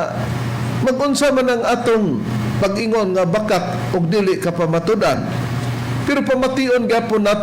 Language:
Cebuano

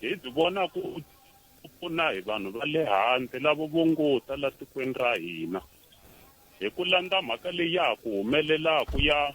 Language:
Tsonga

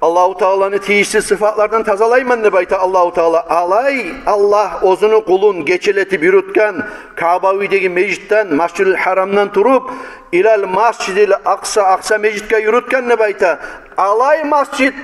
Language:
Kumyk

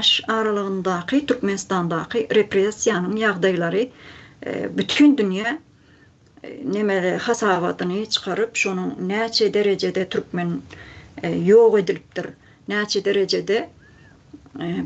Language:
Turkmen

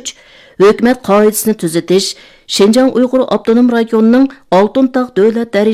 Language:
Uyghur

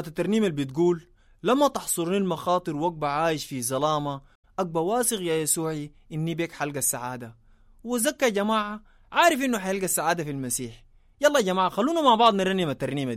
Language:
Sudanese Arabic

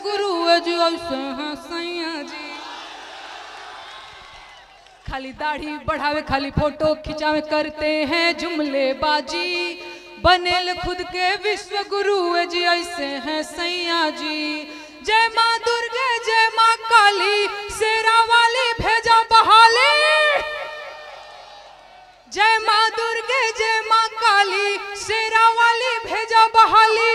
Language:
Bhojpuri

